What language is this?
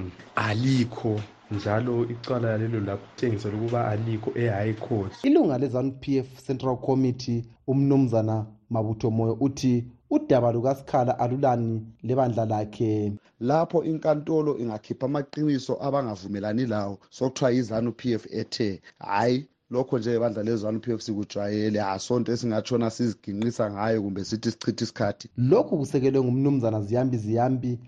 North Ndebele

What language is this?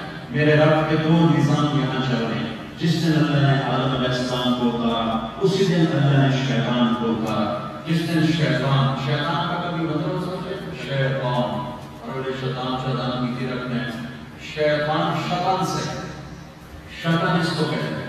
Urdu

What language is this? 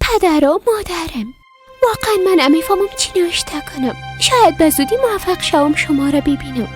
Persian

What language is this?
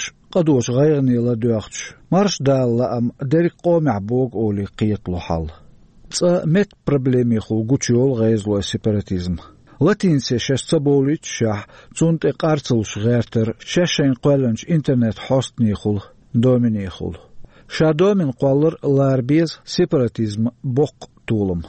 Chechen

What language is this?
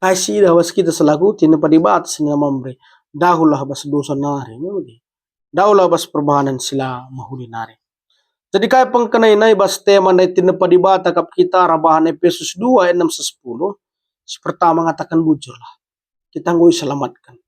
Batak Karo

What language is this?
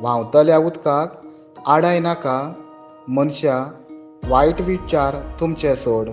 Konkani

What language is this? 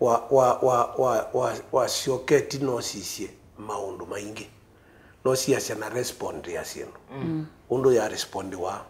Kamba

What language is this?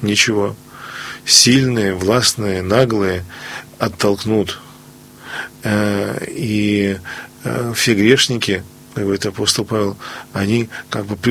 Russian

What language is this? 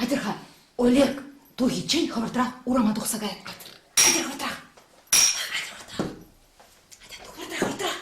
Chuvash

